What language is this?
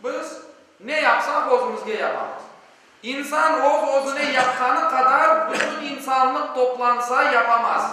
Crimean Tatar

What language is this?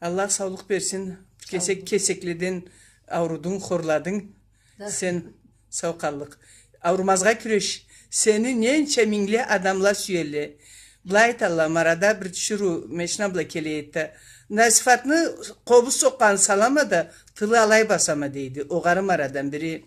Karachay-Balkar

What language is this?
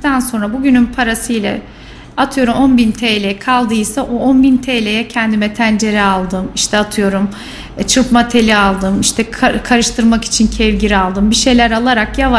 Turkish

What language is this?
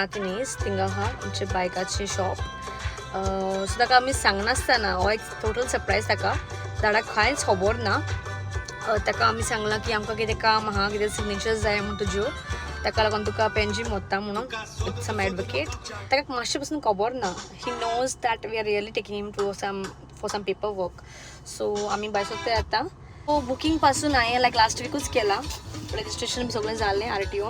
Konkani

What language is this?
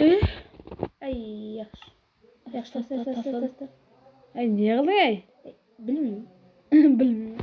Kara-Kalpak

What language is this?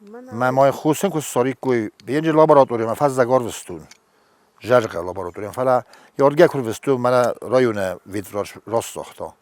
Ossetic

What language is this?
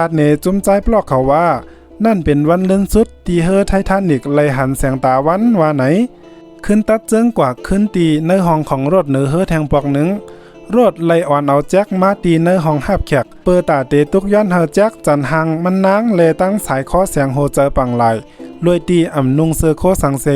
Shan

